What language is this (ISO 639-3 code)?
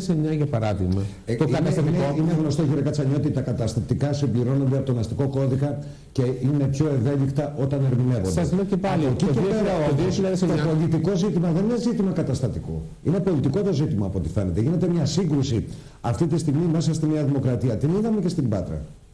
ell